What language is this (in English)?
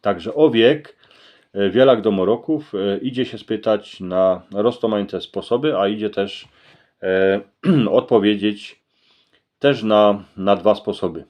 Silesian